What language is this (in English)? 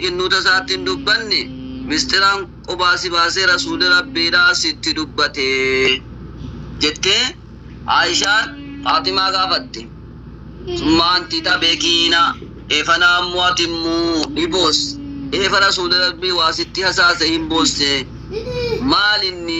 Oromo